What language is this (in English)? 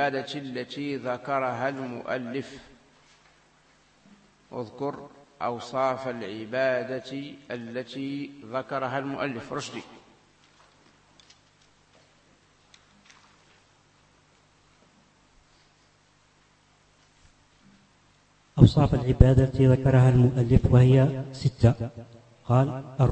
Arabic